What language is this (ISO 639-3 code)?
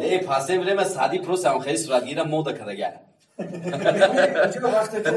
tgk